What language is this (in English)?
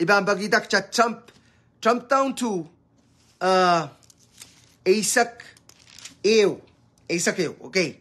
Pohnpeian